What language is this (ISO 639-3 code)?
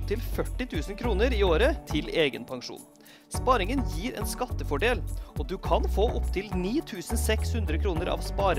nor